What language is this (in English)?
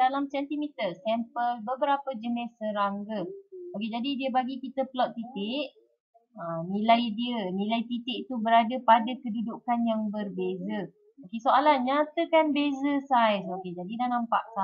Malay